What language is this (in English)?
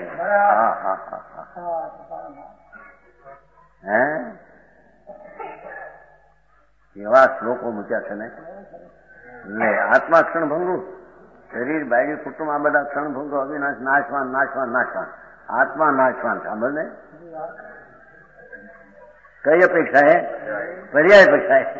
Gujarati